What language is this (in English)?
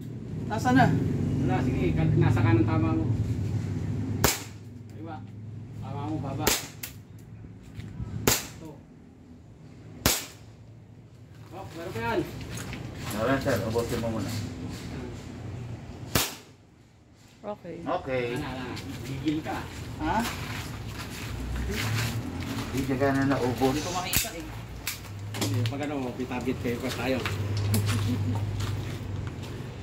Filipino